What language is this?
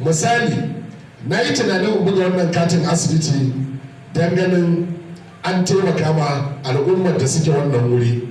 Hausa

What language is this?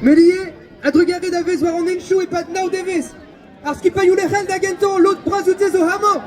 Breton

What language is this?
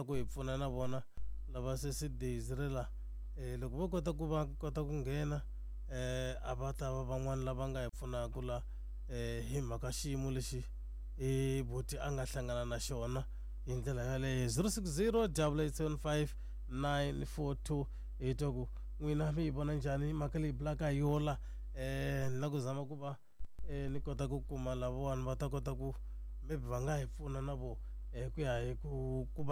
Tsonga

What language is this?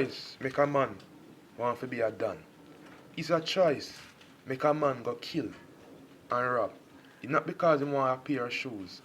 Jamaican Creole English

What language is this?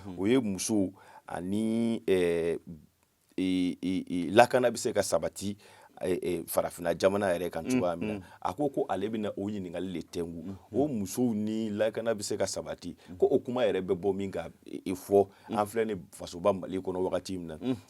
Bambara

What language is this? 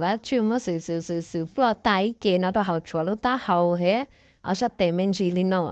Hmong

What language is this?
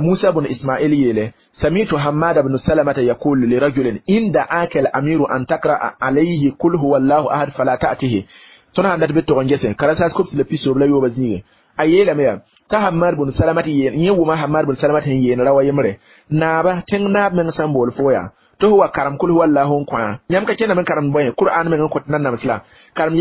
Mossi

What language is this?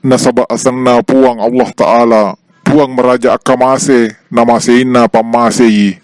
Buginese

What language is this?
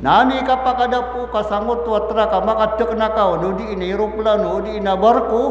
Maranao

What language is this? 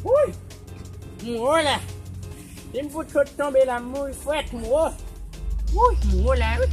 Haitian Creole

